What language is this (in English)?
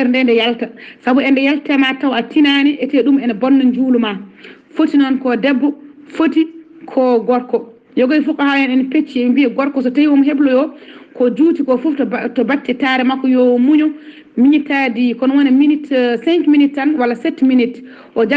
Fula